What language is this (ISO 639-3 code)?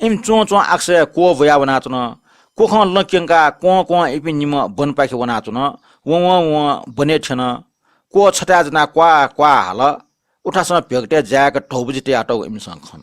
new